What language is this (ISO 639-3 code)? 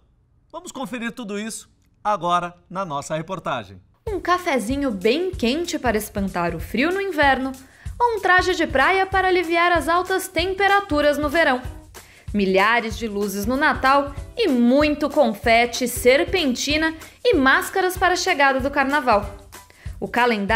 por